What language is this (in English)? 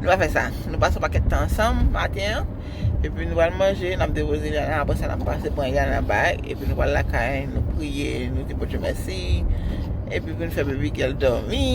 Haitian Creole